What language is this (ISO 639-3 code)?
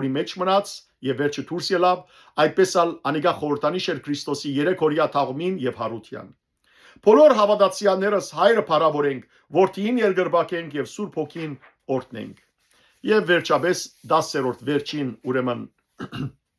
hyw